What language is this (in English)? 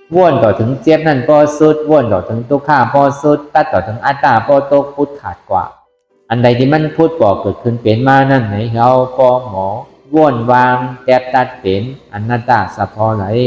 Shan